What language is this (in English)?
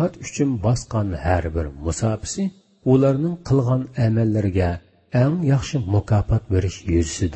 Uyghur